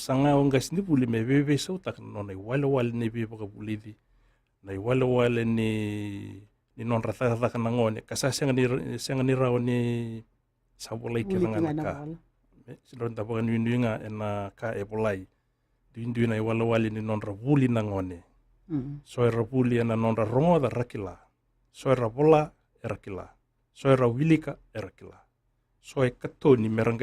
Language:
Fijian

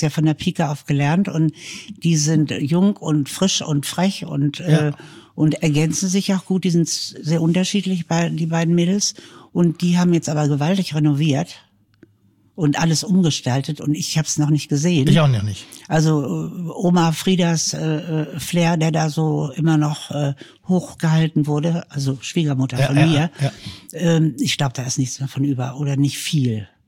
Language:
German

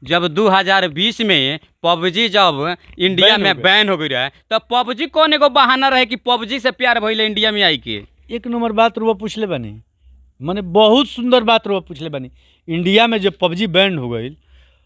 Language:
Bhojpuri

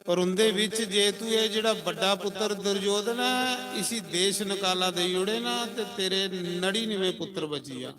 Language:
Dogri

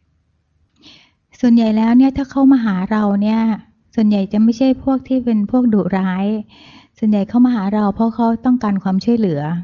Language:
Thai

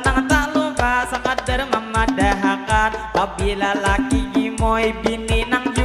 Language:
Banjar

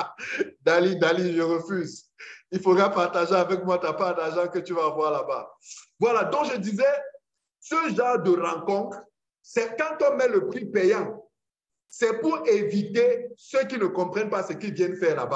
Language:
French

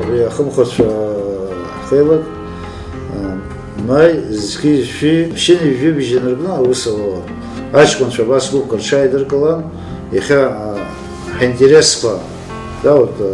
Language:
Abkhazian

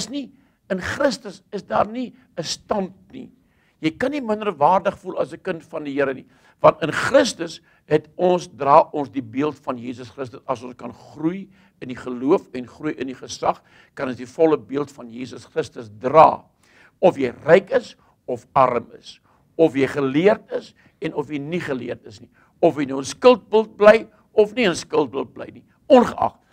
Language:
Afrikaans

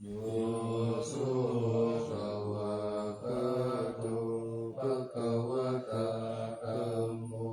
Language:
Pali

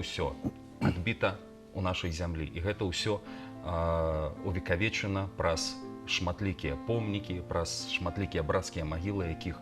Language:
Belarusian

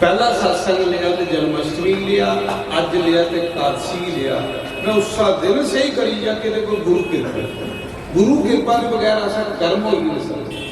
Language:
Dogri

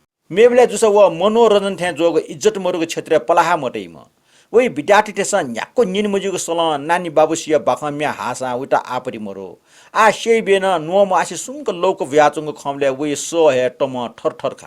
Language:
Newari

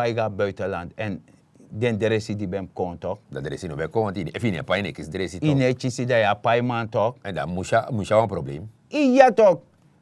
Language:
Sranan Tongo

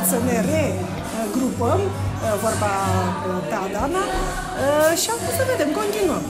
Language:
Romanian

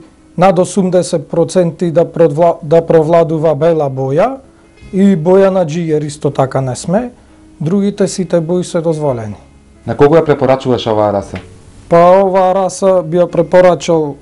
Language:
Macedonian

